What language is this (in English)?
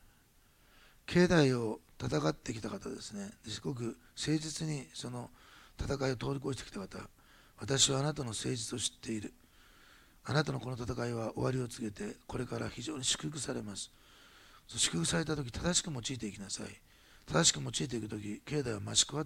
Japanese